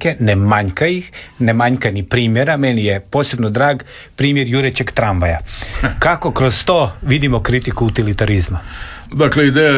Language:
Croatian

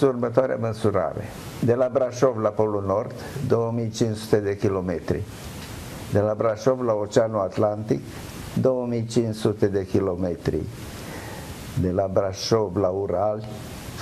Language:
Romanian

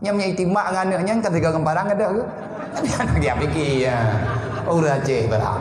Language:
Achinese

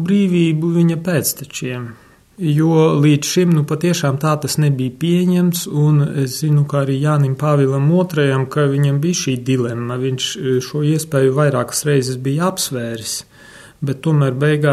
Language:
Latvian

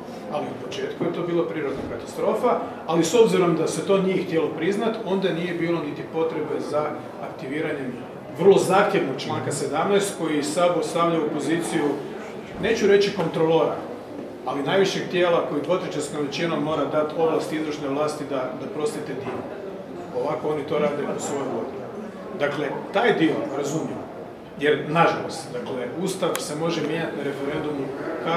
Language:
Croatian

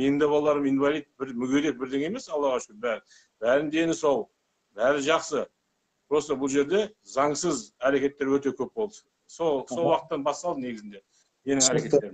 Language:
Kazakh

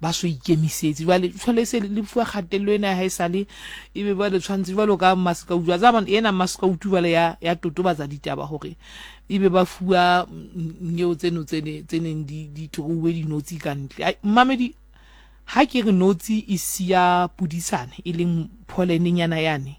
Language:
Southern Sotho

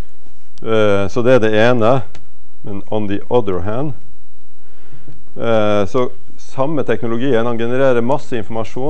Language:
Norwegian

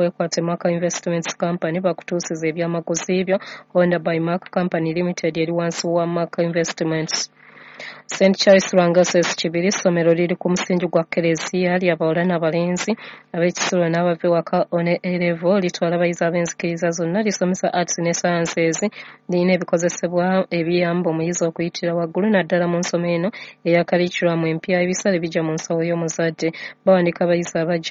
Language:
Ganda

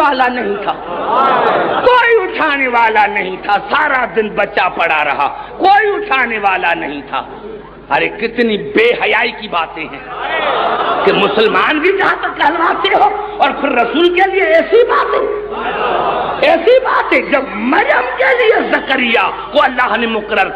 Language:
Urdu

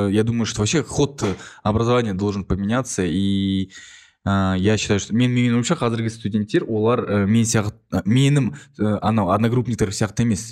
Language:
Kazakh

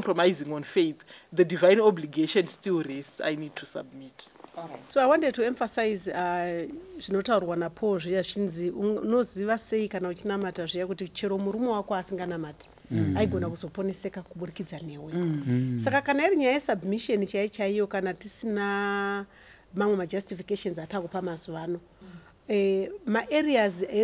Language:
Shona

